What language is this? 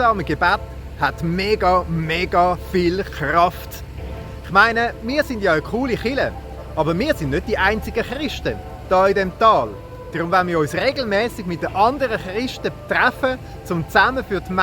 Swiss German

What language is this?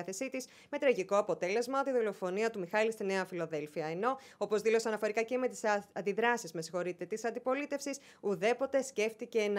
Greek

